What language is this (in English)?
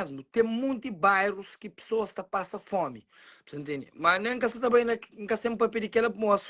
Kabuverdianu